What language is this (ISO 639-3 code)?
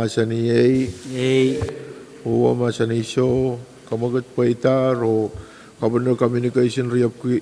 pon